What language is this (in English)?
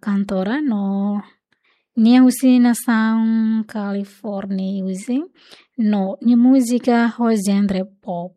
Tetum